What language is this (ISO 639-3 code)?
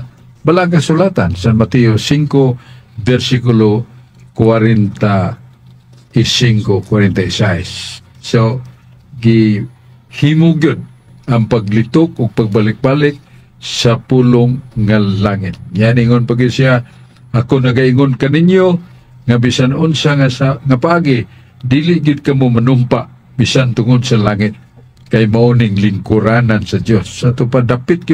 ceb